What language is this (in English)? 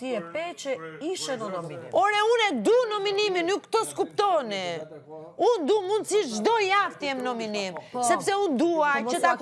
Albanian